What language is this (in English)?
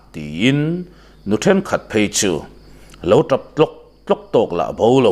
Mizo